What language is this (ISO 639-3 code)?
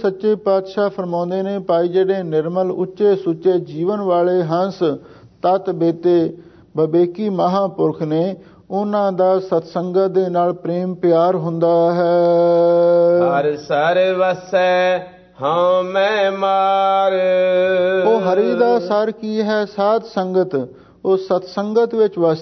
pan